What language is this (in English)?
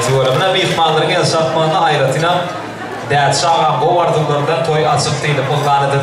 Turkmen